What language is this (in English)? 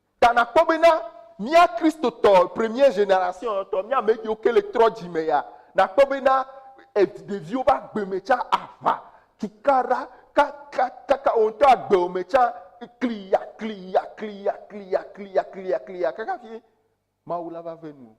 Ewe